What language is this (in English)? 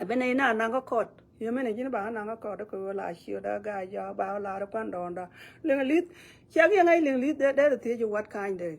Nuer